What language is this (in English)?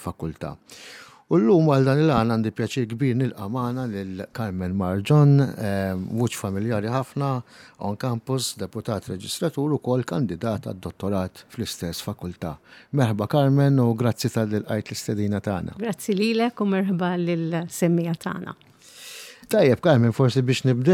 Maltese